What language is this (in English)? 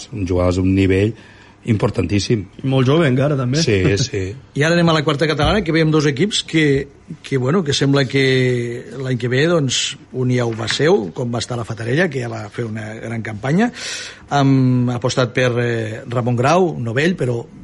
Catalan